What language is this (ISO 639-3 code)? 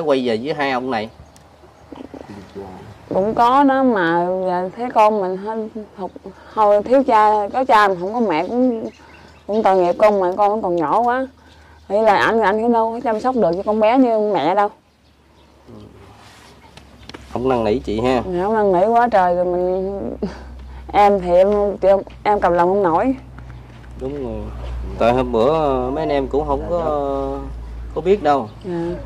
vie